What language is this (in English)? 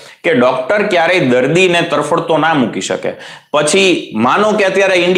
Gujarati